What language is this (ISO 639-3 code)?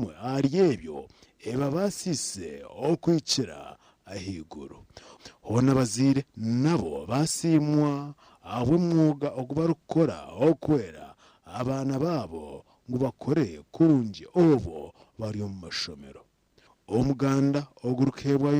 nyn